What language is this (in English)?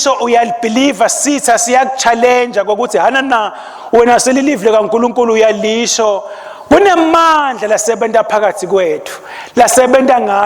Swati